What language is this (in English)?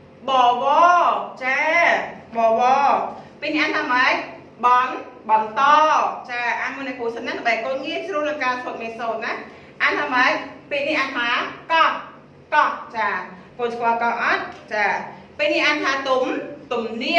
Khmer